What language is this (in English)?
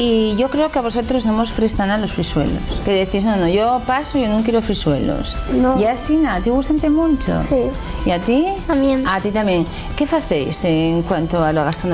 Asturian